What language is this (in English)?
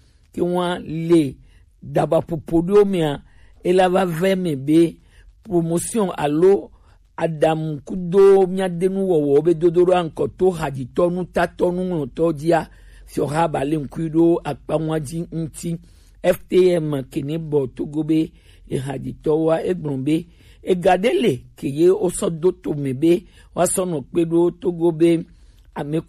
Gen